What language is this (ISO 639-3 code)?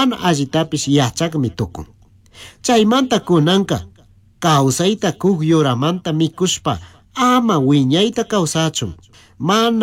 qug